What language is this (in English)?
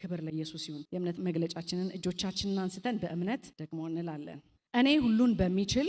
Amharic